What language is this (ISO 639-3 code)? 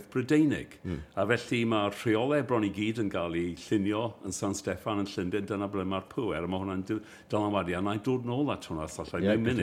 cym